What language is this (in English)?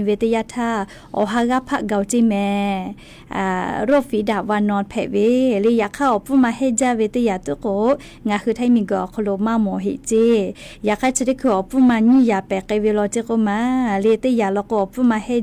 Lahu